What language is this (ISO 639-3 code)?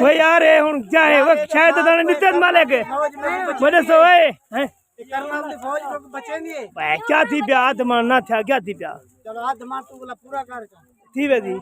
skr